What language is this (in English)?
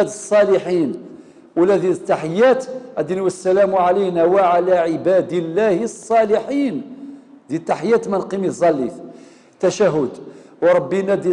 Kabyle